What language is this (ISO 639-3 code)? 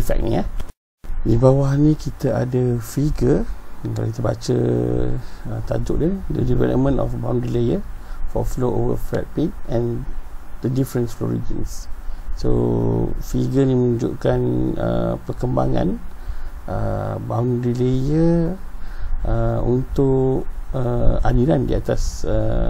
msa